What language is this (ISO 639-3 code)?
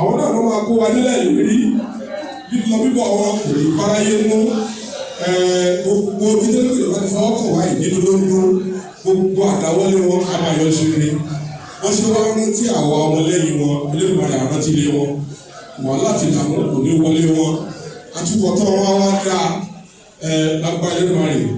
yor